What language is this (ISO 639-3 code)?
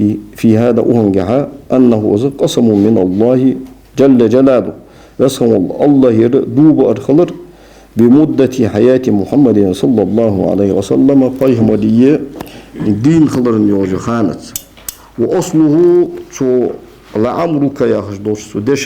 inh